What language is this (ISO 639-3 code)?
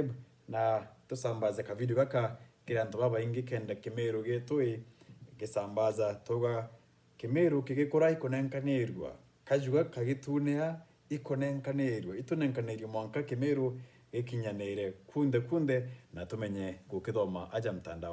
mer